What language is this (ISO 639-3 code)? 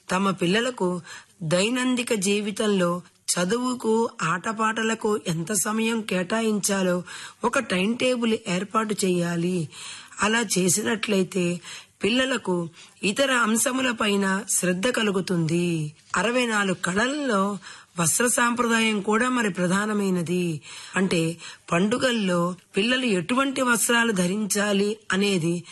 tel